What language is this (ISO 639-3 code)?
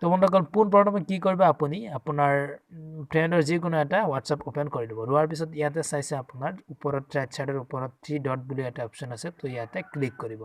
asm